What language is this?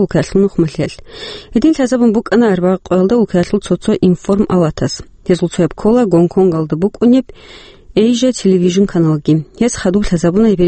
Avaric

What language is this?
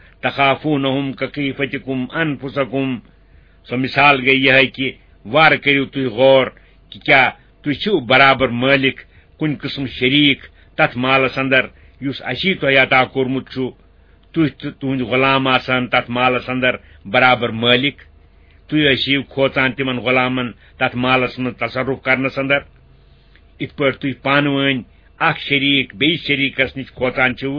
Kashmiri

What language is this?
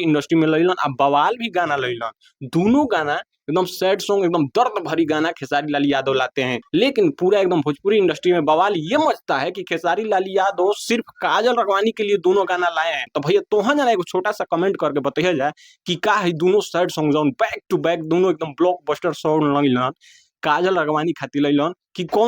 Bhojpuri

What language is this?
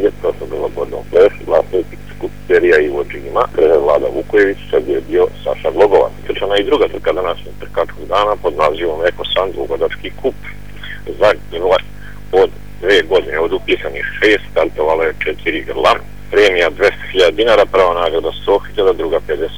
Serbian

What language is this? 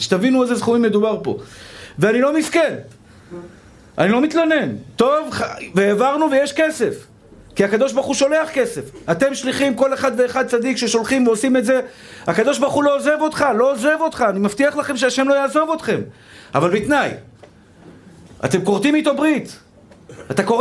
Hebrew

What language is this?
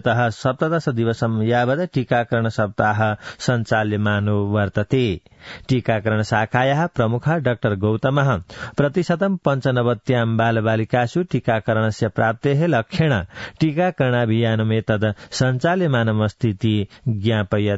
Sanskrit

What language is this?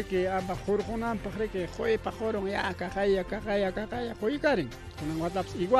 Ayacucho Quechua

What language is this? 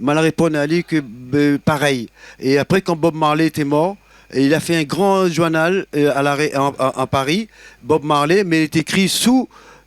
Réunion Creole French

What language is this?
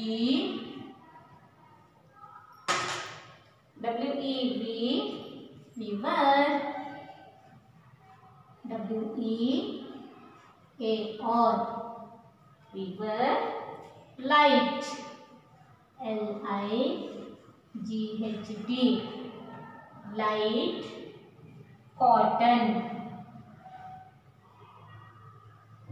Kannada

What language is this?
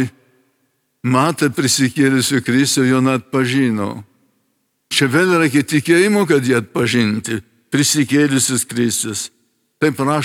Lithuanian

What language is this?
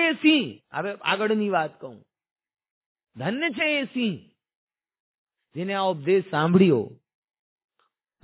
Gujarati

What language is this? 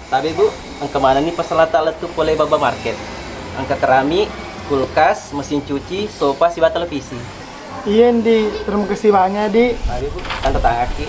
Buginese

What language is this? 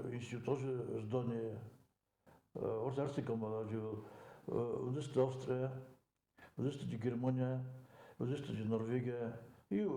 Ossetic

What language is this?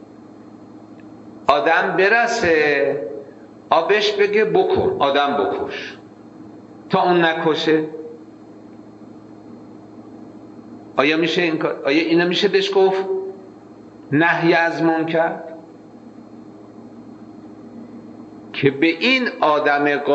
Persian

